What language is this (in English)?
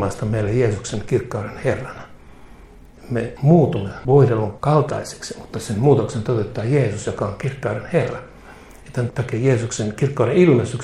Finnish